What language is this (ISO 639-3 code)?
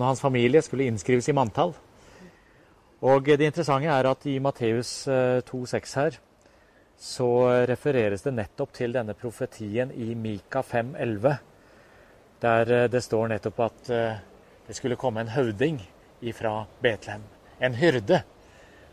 nor